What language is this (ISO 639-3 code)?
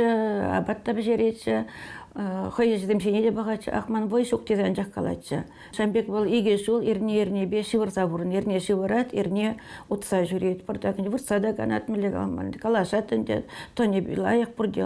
chv